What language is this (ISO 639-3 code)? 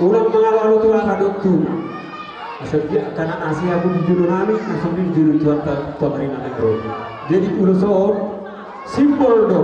bbc